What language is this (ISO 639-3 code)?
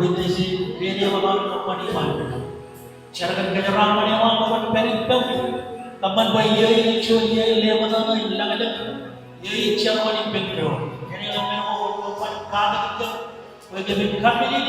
mah